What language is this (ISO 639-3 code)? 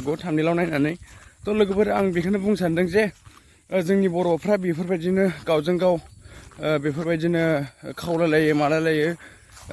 brx